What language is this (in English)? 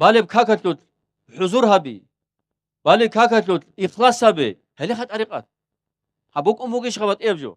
Avaric